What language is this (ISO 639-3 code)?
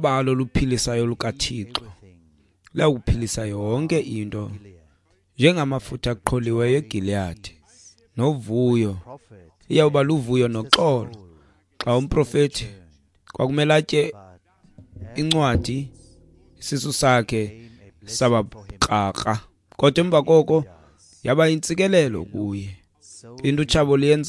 xho